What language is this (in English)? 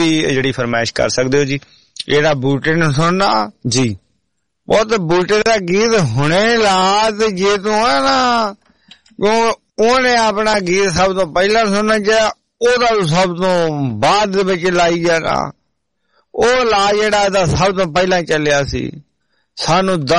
Punjabi